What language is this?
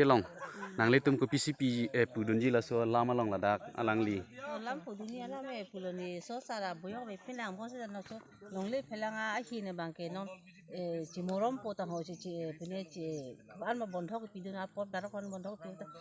Karbi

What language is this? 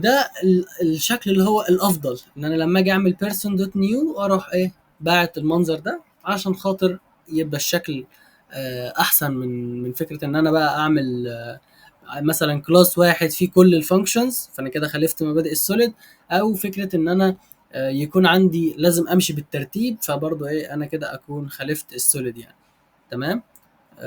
Egyptian Arabic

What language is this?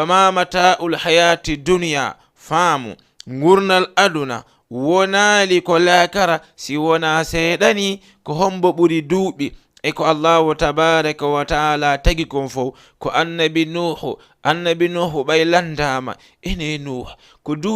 Fula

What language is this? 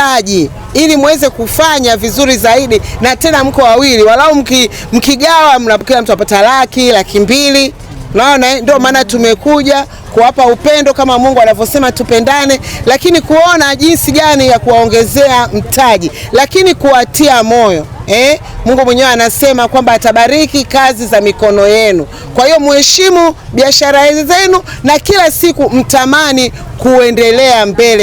Swahili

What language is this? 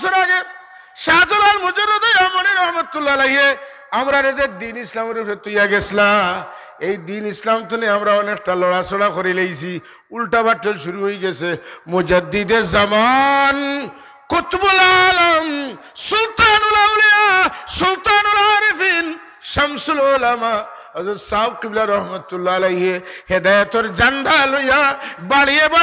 Sylheti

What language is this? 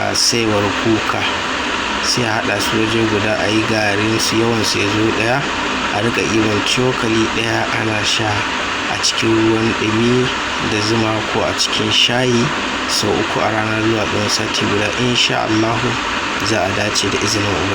Hausa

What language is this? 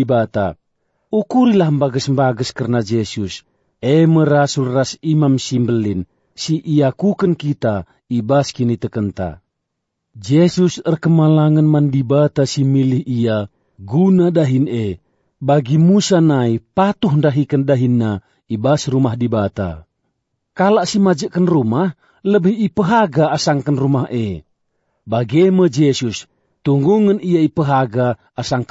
Batak Karo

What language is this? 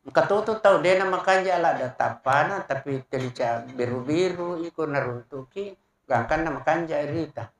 Buginese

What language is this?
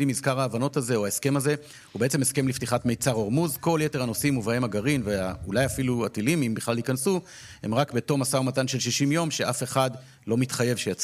Hebrew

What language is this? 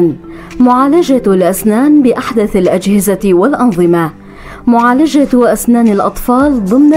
North Levantine Arabic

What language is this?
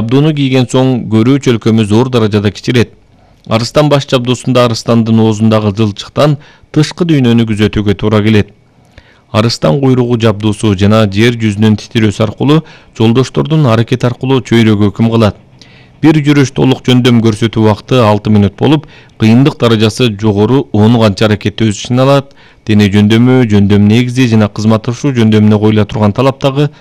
Kyrgyz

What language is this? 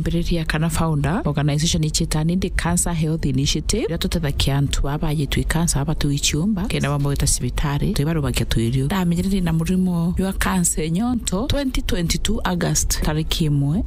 Meru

